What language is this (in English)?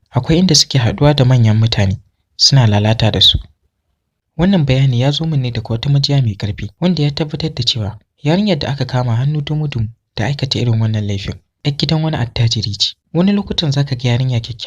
Hausa